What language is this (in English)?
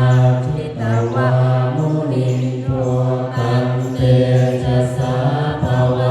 Pali